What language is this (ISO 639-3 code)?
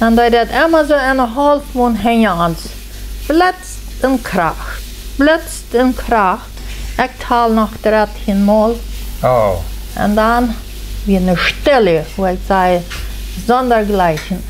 pdt